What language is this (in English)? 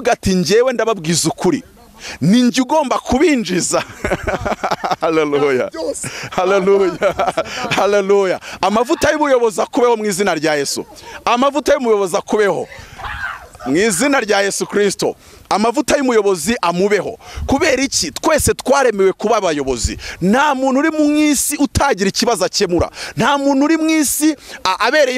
Kinyarwanda